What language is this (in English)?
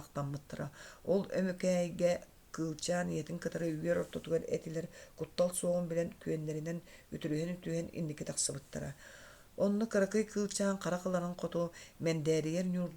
Yakut